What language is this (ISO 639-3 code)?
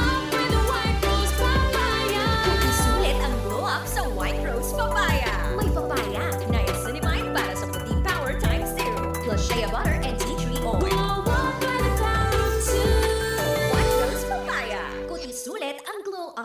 bik